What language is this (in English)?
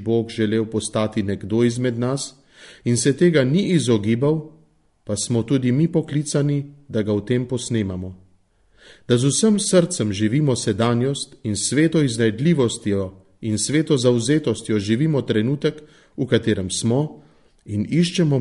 Slovenian